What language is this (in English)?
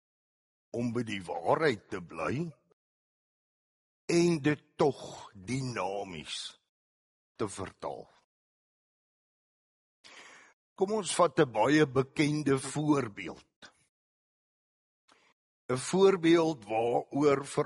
Afrikaans